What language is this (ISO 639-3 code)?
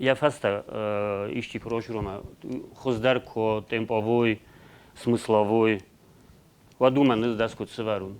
oss